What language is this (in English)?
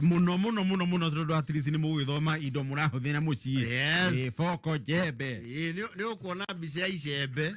Kikuyu